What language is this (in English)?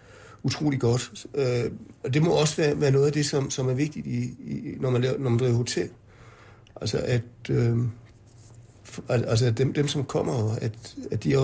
Danish